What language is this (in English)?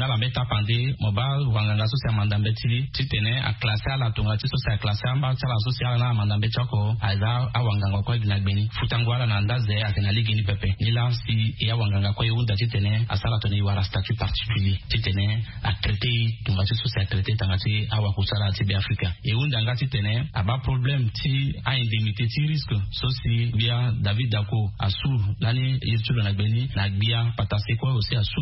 Sango